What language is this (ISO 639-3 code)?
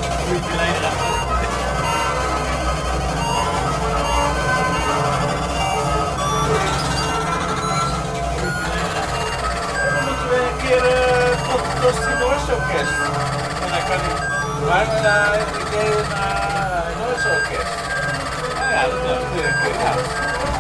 nld